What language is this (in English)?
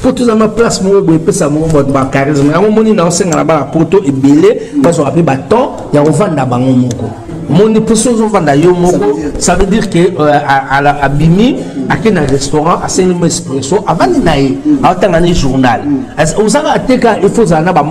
Lingala